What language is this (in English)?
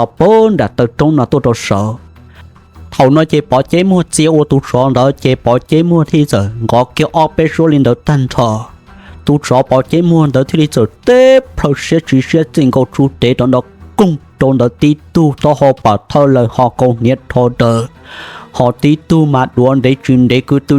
Hmong